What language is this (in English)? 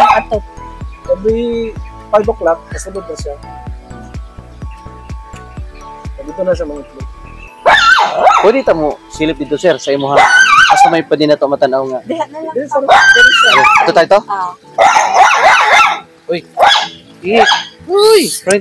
Cebuano